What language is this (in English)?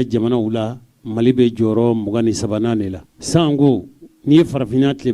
Bambara